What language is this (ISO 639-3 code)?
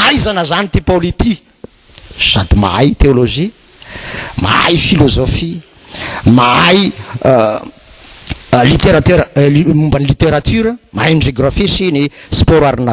mlg